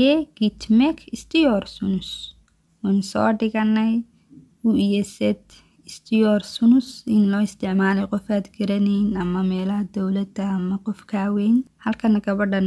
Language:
Somali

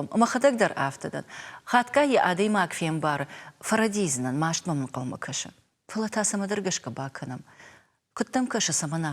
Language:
Ossetic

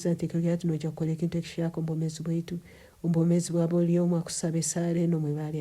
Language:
Nyankole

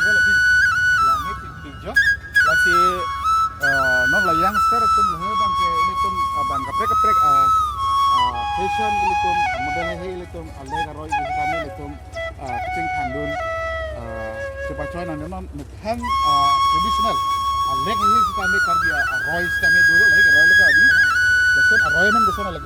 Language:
Karbi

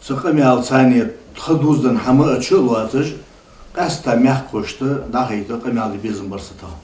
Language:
Ingush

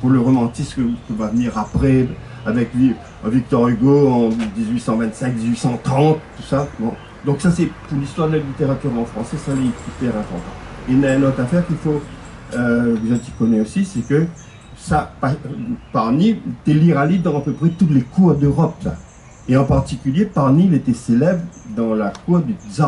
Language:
Réunion Creole French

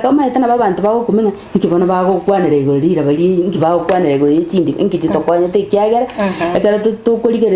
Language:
Gusii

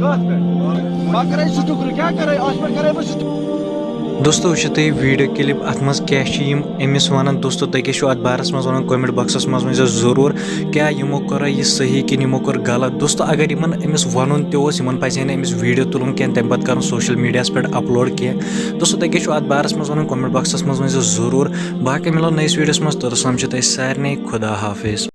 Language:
Kashmiri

